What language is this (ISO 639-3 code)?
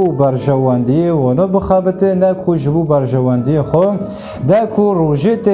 kur